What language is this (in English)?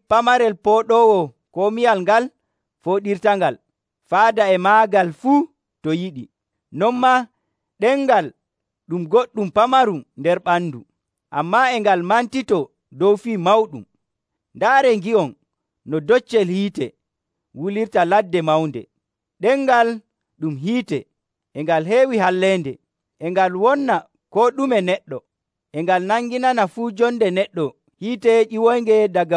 Nigerian Fulfulde